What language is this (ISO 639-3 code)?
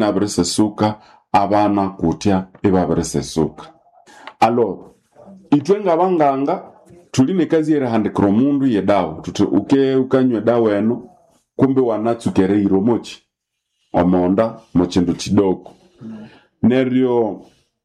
nnb